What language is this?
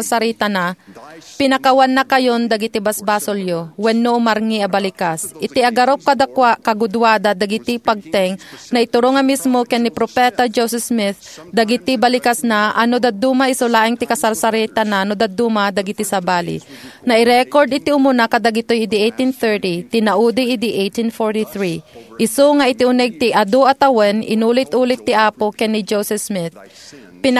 Iloko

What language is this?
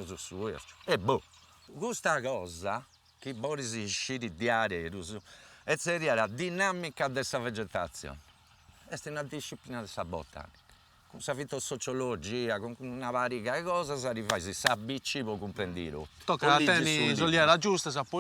Sardinian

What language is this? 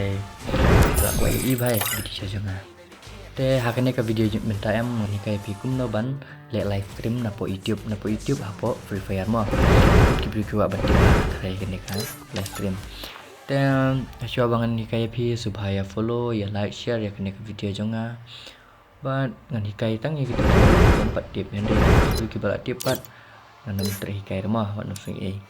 Khasi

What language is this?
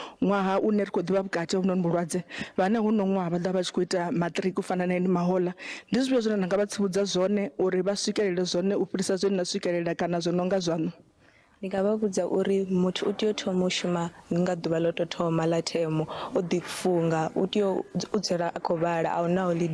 Venda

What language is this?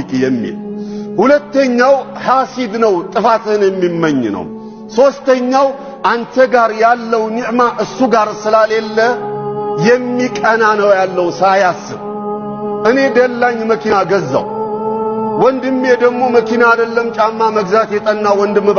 Amharic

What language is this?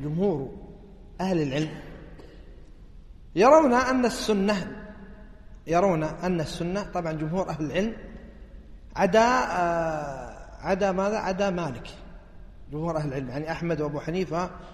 Arabic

